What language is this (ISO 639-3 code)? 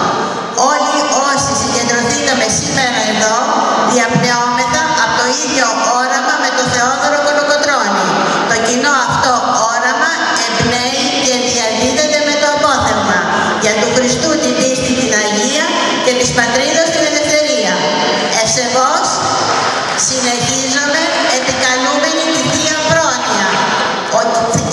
ell